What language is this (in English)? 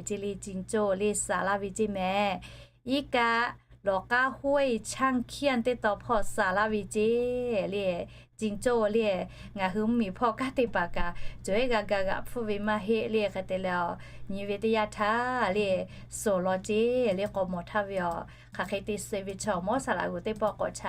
Lahu